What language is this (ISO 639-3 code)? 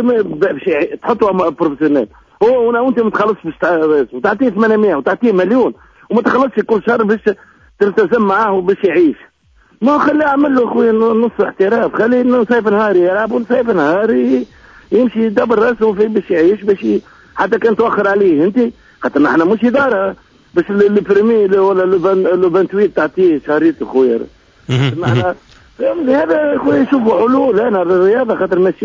aeb